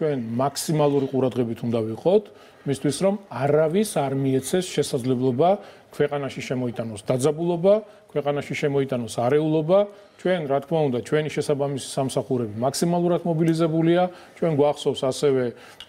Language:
Georgian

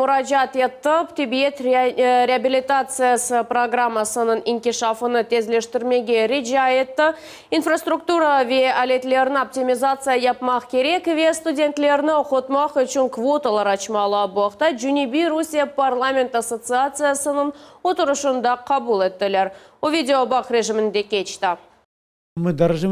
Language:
Crimean Tatar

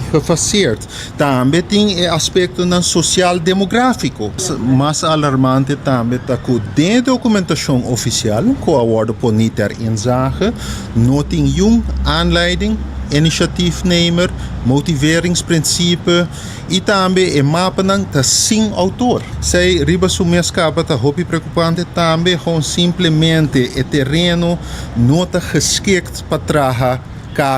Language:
Papiamento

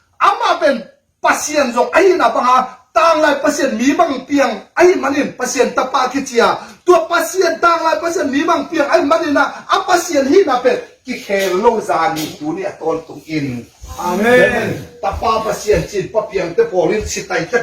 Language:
Tedim Chin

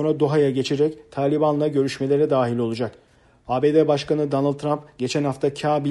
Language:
Turkish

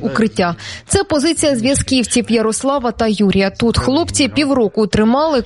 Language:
Ukrainian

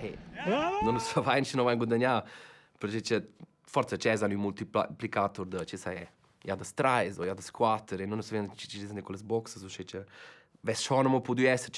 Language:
Romansh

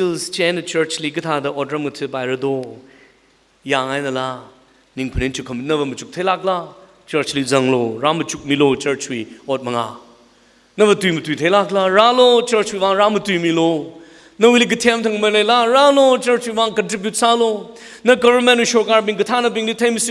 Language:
Tangkhul Naga (India)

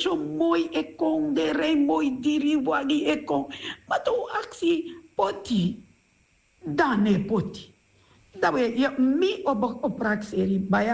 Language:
Sranan Tongo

